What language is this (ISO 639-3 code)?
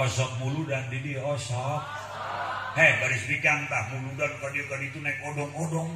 sun